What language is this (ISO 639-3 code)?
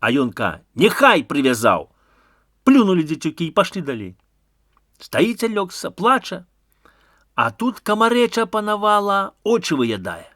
bel